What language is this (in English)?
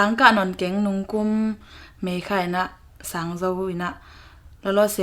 Tedim Chin